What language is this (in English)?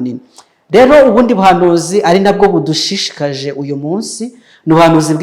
Kinyarwanda